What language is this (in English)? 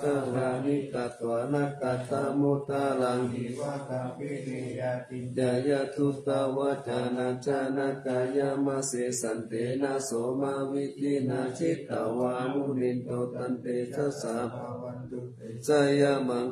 Pali